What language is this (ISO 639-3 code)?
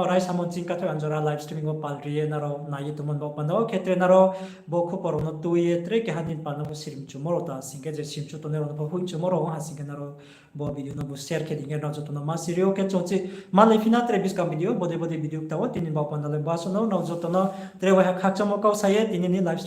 ria